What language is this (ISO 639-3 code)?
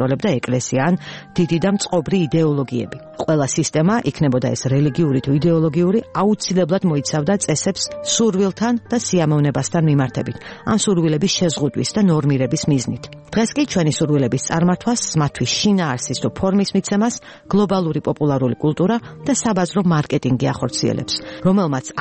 kat